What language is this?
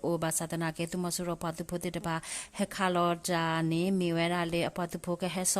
S'gaw Karen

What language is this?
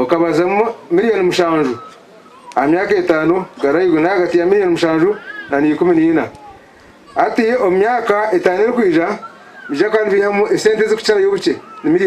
Nyankole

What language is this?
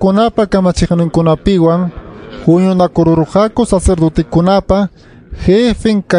Ayacucho Quechua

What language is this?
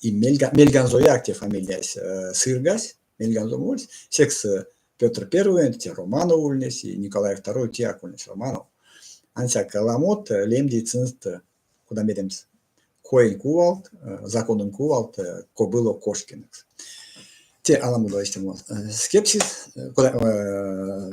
Erzya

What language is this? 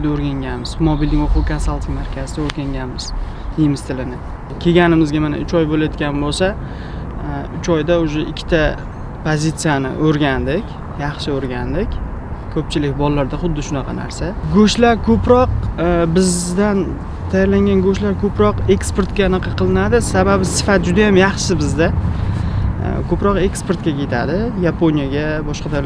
Uzbek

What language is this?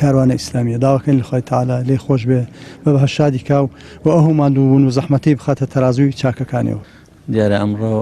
Central Kurdish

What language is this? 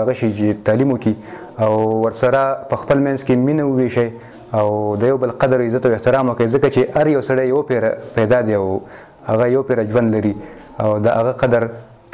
Pashto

